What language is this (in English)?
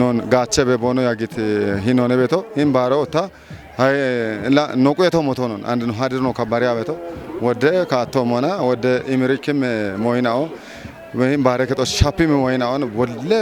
Kafa